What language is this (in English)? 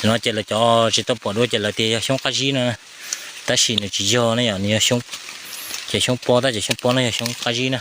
Hmong